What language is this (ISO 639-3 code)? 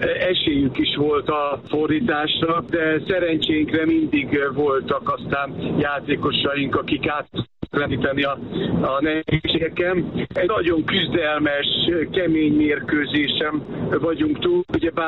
hun